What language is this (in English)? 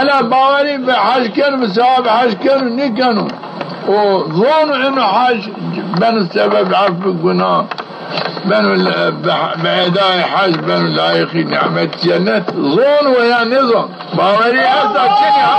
Zaza